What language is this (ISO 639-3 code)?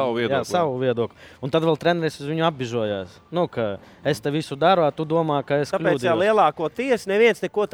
lav